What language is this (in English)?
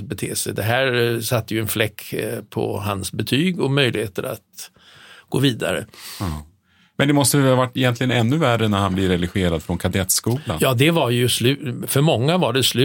Swedish